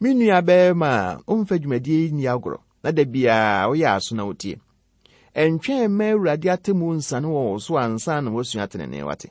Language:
Akan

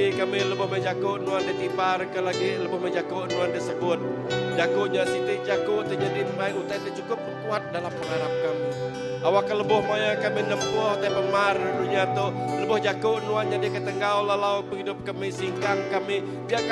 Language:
Iban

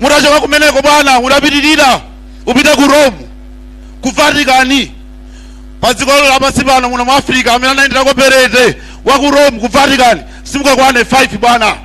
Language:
Nyanja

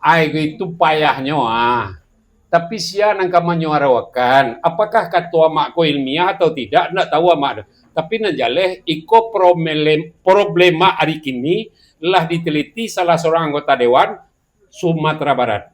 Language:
Minangkabau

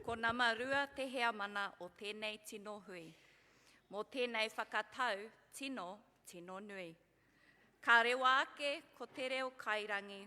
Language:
Māori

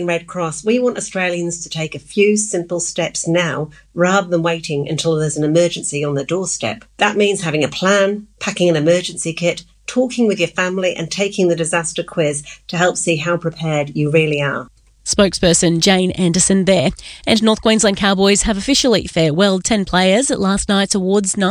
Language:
English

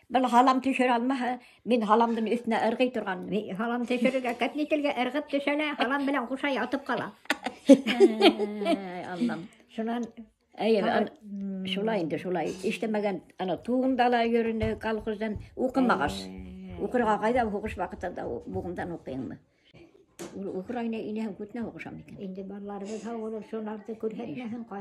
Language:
Bashkir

